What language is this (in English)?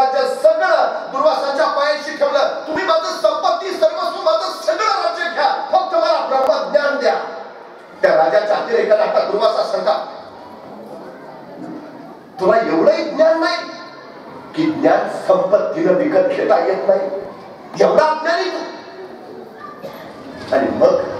Marathi